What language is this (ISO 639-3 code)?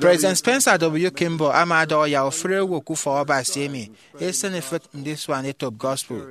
efi